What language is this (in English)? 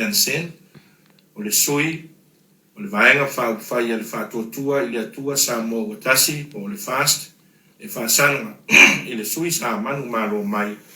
Samoan